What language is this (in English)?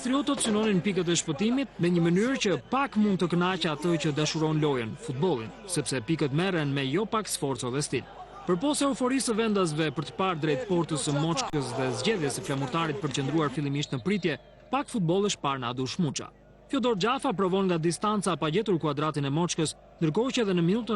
Albanian